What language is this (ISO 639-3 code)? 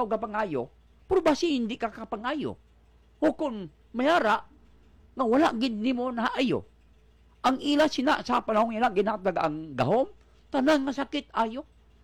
hil